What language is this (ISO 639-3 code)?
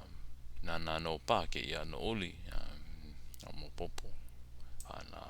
haw